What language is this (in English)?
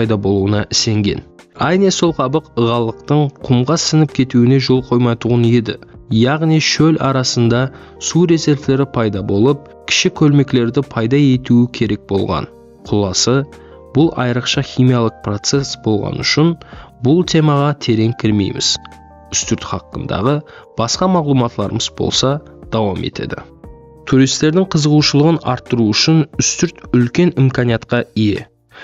Kara-Kalpak